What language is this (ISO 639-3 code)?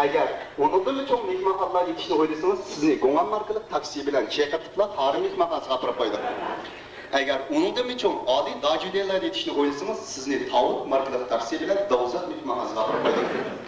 uig